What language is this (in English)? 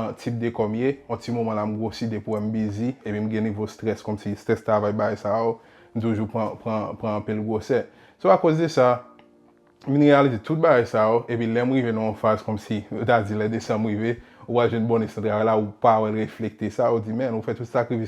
Haitian Creole